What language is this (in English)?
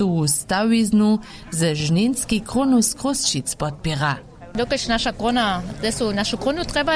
Upper Sorbian